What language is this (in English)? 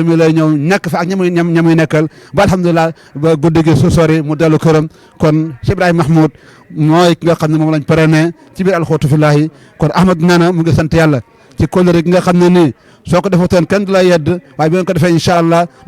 Wolof